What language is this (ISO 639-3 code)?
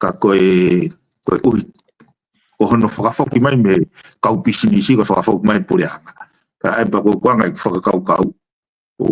ton